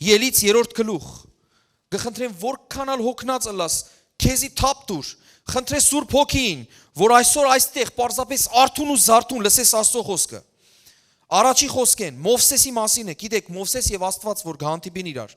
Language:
Western Armenian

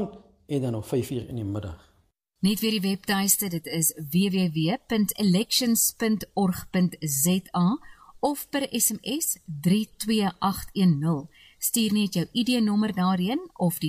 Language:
Afrikaans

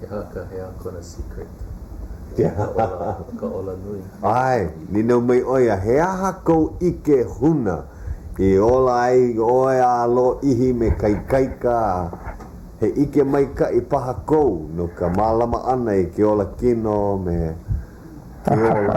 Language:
Hawaiian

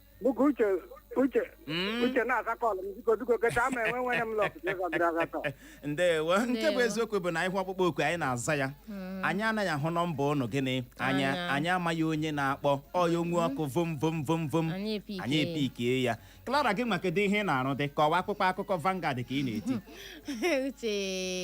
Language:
Igbo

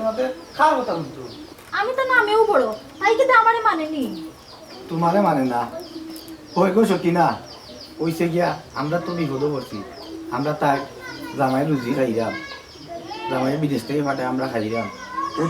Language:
Sylheti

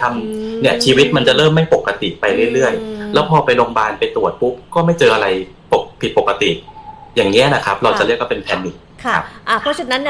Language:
Thai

